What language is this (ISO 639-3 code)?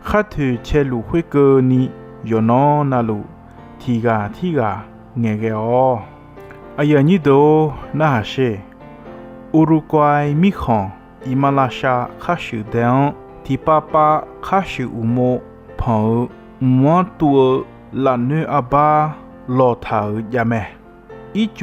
ahk